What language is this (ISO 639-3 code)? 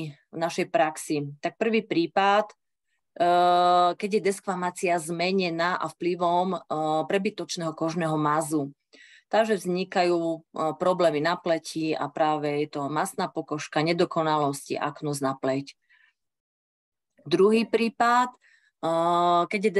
slk